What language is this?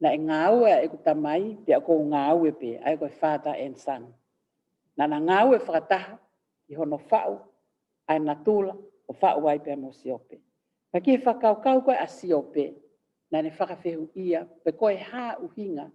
Tongan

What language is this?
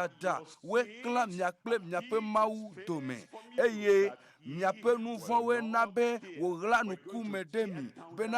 Ewe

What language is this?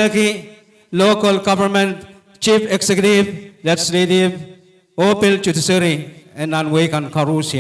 Pohnpeian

